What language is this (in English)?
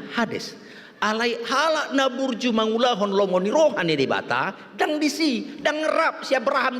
Batak Toba